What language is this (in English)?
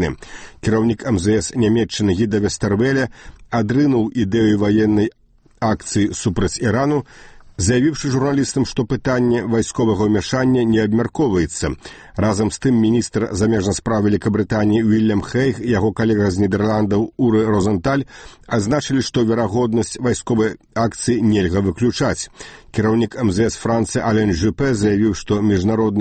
Belarusian